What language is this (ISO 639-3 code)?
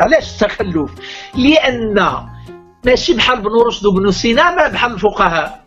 ary